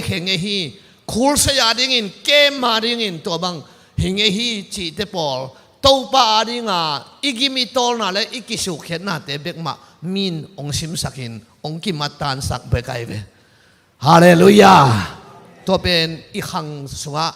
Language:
Tedim Chin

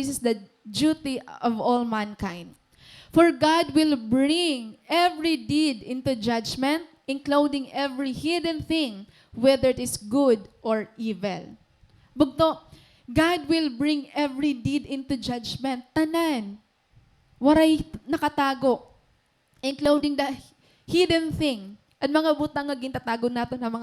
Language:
Waray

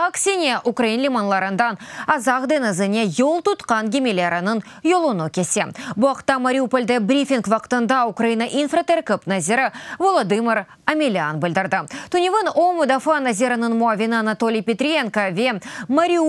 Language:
Crimean Tatar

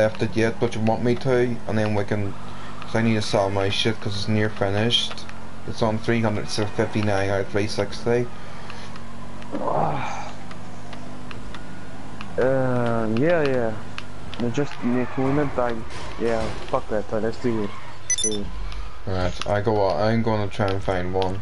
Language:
English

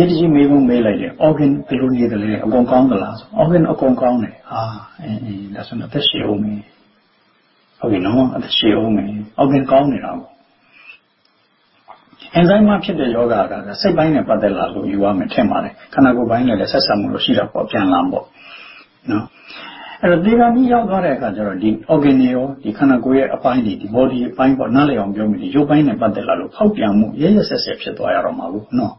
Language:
Burmese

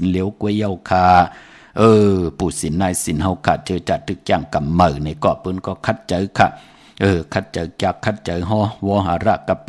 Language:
Shan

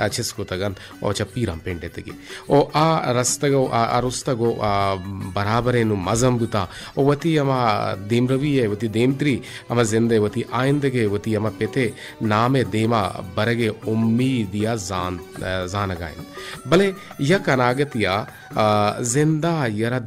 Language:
Baluchi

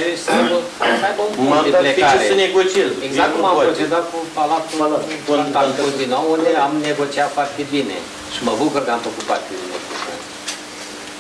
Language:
Romanian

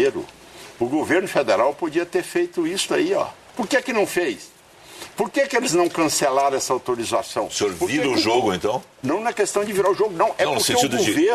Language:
Portuguese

